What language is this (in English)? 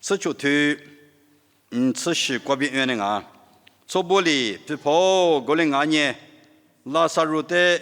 Lisu